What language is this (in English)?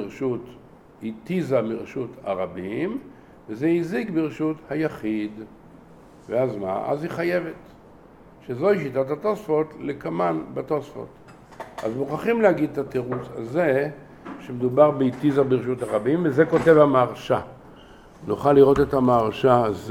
Hebrew